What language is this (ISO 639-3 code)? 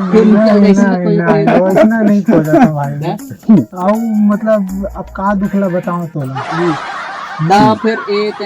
hne